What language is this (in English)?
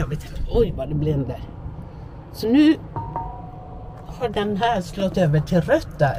Swedish